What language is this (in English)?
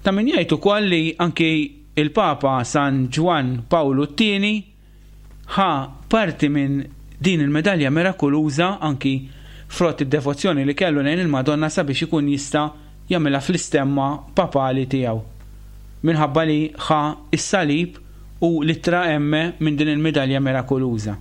Maltese